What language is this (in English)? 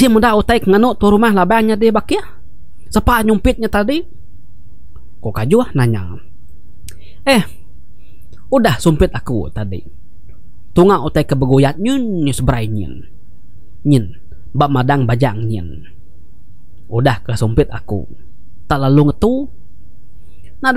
Iban